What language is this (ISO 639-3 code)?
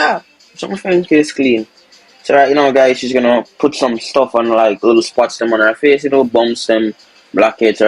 jam